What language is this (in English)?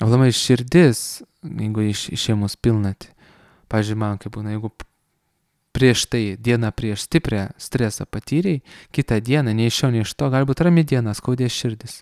Lithuanian